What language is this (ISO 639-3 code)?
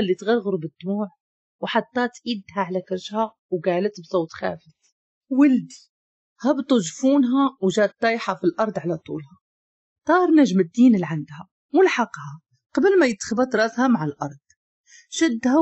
ary